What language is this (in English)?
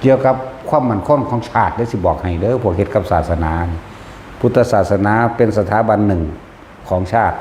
Northeastern Thai